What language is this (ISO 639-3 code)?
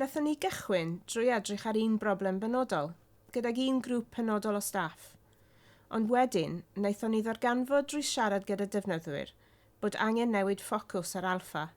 cym